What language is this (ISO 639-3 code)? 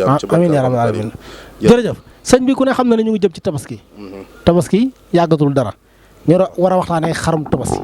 wol